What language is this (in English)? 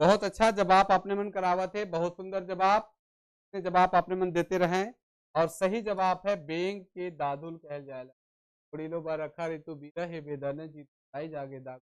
Sadri